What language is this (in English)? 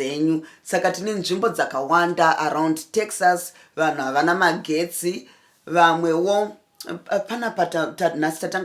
Shona